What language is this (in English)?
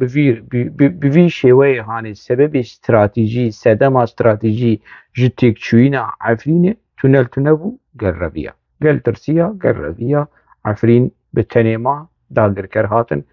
Kurdish